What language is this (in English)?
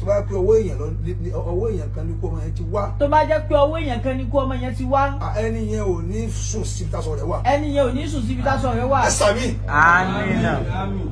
Yoruba